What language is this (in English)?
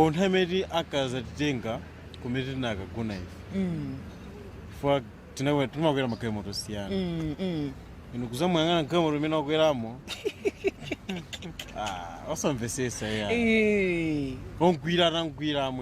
Nyanja